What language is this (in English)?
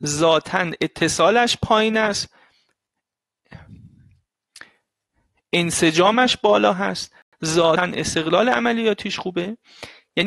Persian